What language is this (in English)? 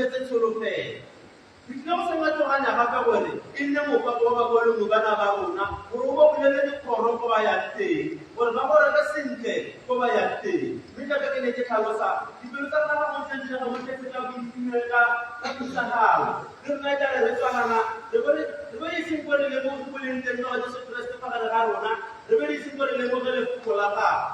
Tswana